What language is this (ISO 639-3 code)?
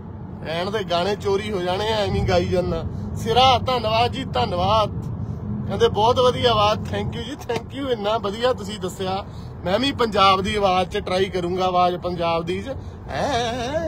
pan